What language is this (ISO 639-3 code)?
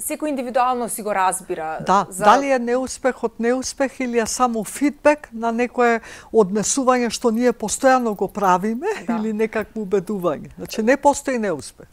mkd